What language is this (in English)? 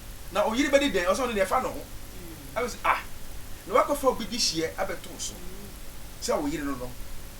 Akan